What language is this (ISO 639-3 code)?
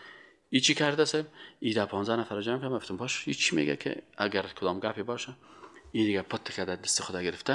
fas